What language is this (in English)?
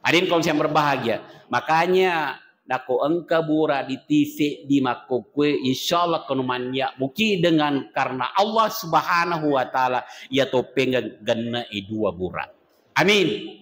Buginese